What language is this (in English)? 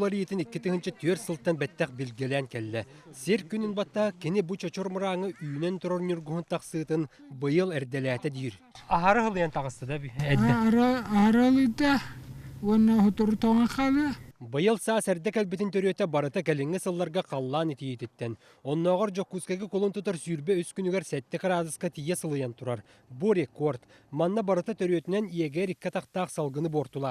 Yakut